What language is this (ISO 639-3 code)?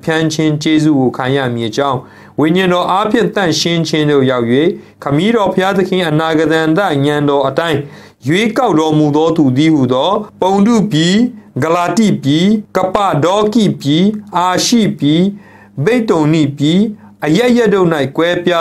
mya